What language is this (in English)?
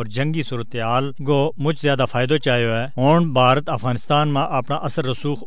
Gujari